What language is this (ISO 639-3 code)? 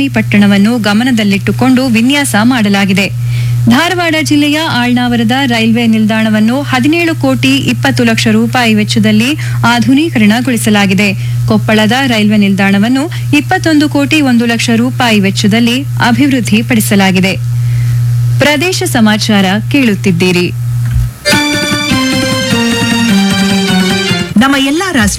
kan